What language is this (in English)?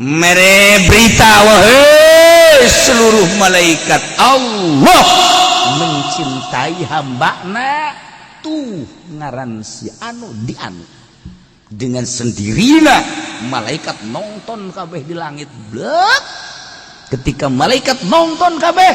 Sundanese